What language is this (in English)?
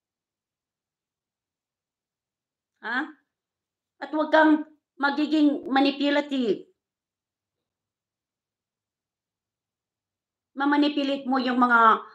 Filipino